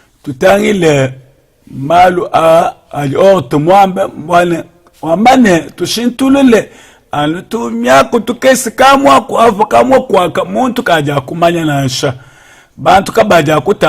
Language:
Luba-Lulua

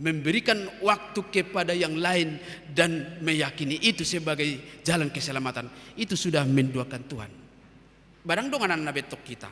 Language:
Batak Toba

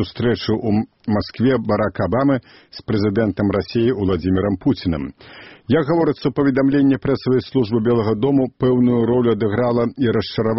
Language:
Belarusian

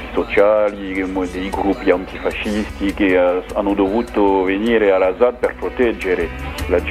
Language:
Italian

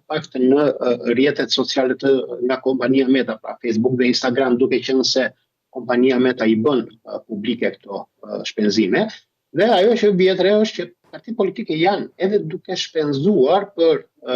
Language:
Albanian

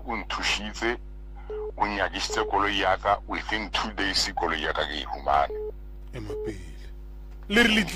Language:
Northern Sotho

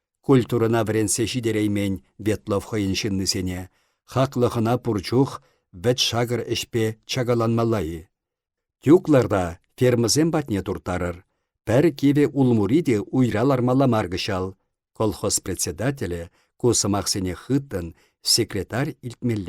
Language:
Chuvash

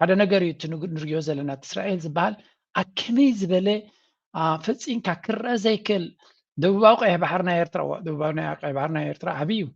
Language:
Tigrinya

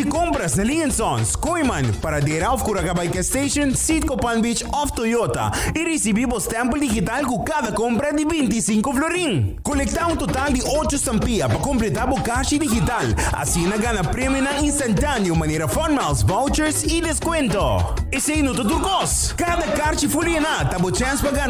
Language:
Papiamento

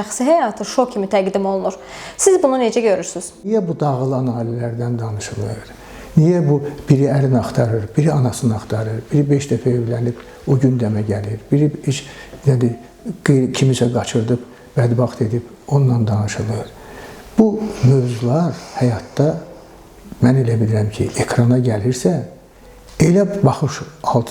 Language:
Azerbaijani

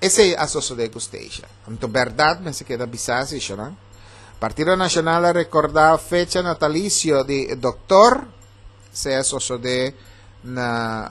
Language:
Papiamento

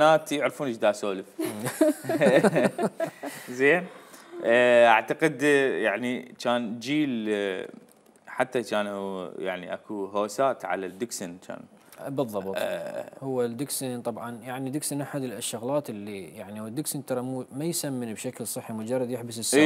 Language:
Mesopotamian Arabic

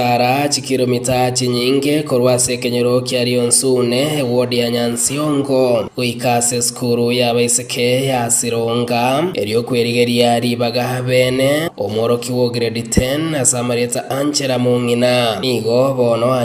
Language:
Gusii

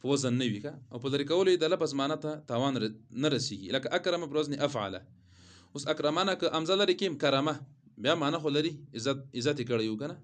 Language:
Pashto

